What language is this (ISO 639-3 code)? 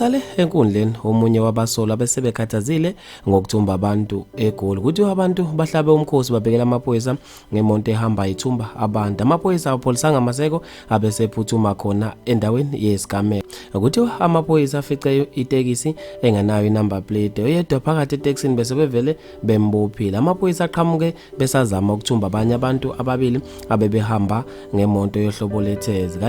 zul